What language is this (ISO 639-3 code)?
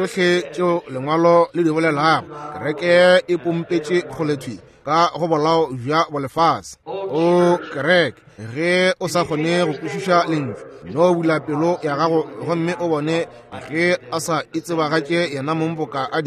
nso